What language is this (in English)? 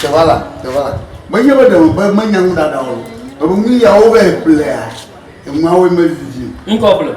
Ewe